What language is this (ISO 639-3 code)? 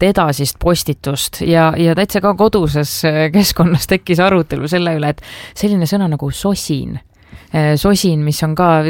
est